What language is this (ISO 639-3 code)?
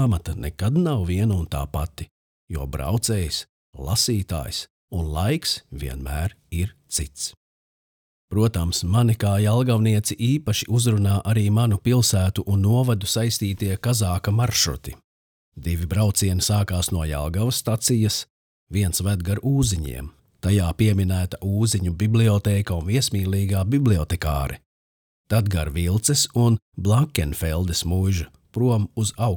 lav